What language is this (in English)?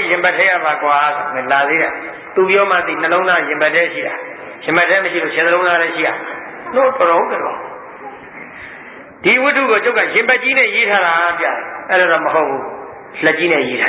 Burmese